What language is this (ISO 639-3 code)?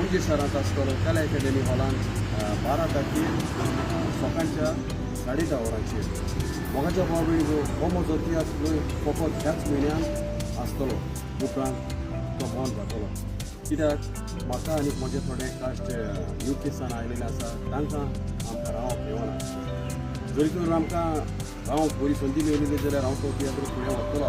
kok